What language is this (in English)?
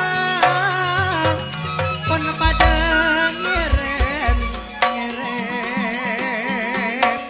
Madurese